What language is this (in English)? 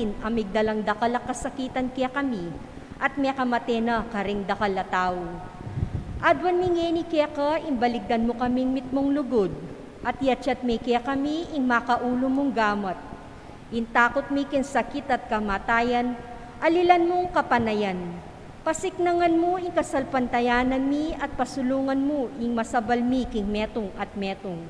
Pampanga